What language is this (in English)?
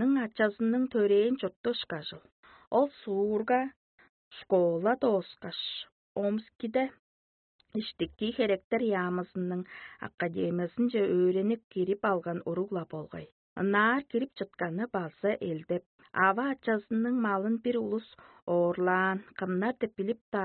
Tuvinian